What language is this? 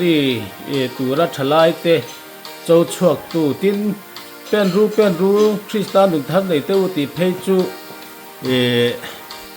Mizo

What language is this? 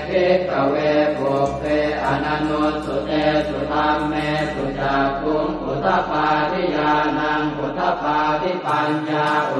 Pali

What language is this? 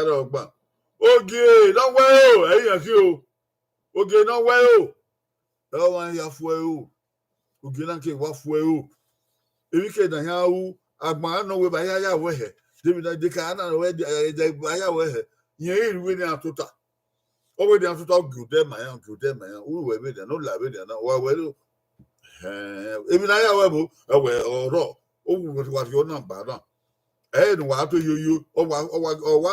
Bini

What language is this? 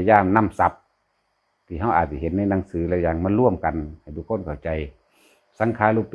Northeastern Thai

